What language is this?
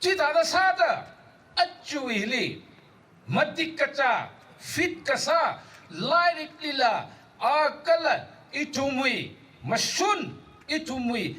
Tangkhul Naga (India)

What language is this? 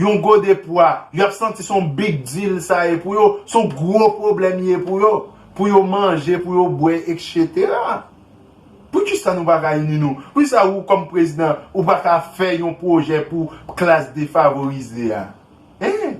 Haitian Creole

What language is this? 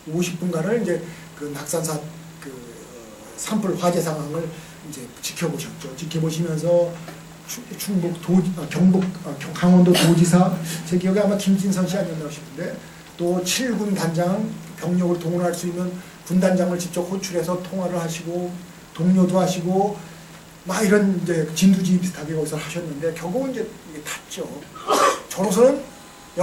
Korean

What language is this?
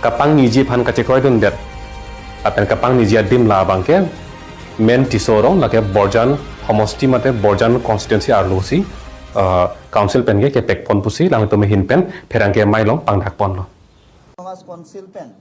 Karbi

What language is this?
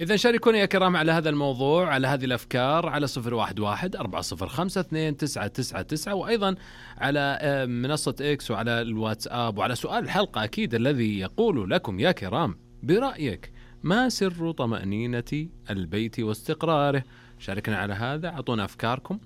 Najdi Arabic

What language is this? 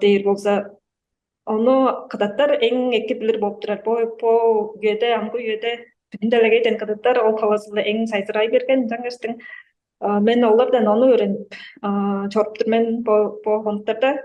Tuvinian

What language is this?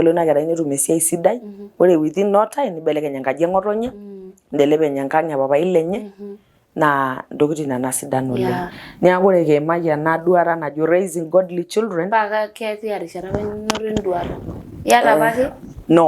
Masai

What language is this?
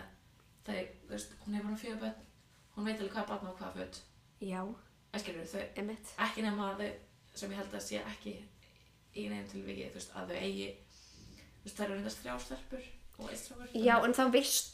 Icelandic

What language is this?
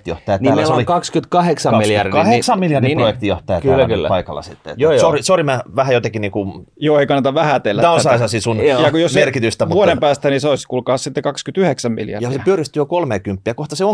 Finnish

